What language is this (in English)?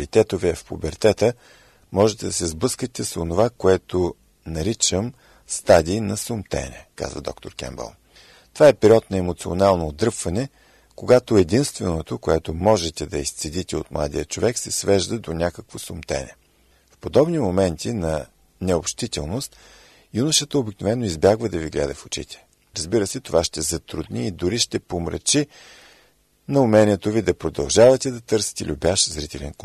Bulgarian